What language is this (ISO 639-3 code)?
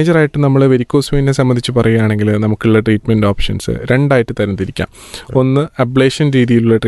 mal